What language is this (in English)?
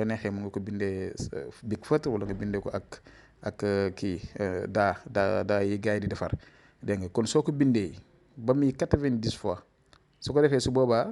Wolof